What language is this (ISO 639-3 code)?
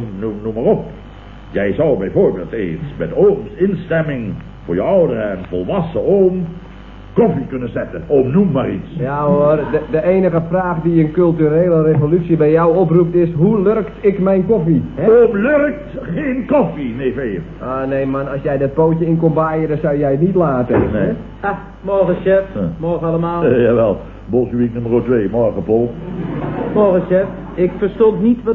nld